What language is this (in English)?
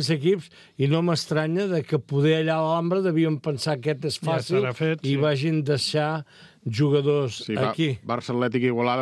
Catalan